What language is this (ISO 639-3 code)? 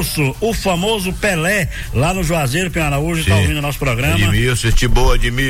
por